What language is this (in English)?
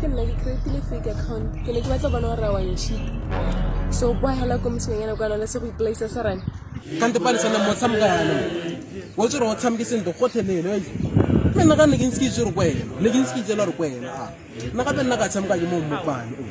Tswana